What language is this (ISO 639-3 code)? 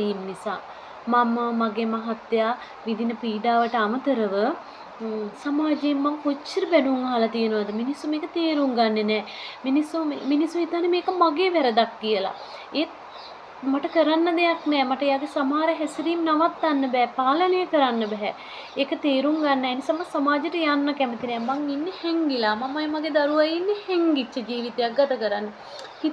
sin